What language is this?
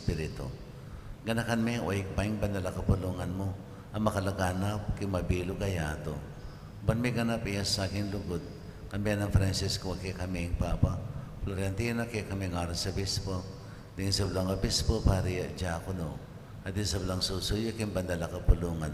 Pampanga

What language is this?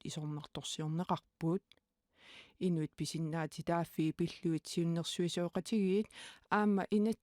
Kalaallisut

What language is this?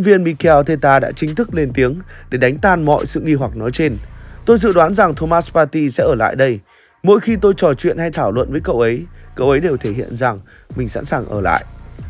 Vietnamese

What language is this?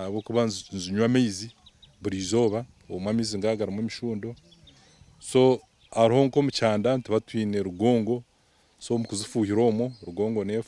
Nyankole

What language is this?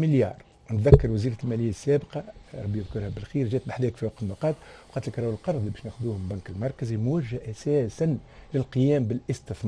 Tunisian Arabic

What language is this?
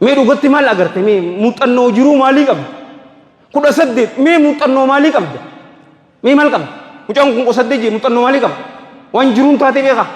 Oromo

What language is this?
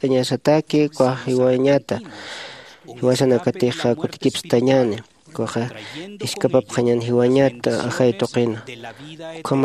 Aymara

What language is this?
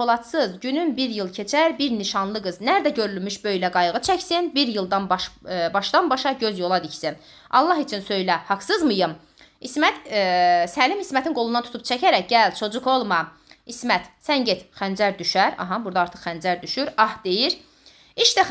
Azerbaijani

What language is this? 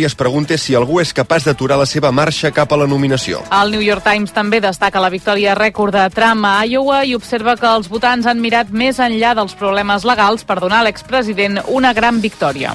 Catalan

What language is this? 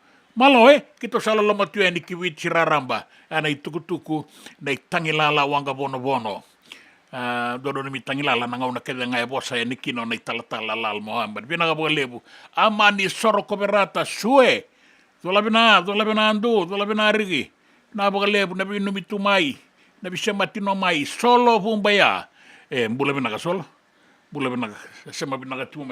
Fijian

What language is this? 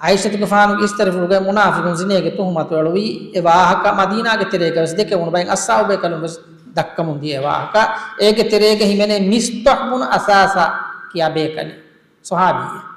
Divehi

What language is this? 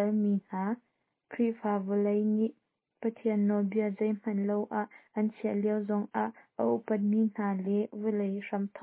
Hakha Chin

